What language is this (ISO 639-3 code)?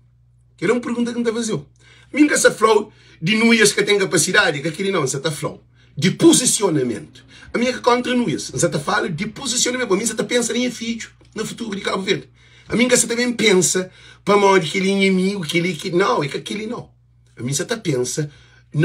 kea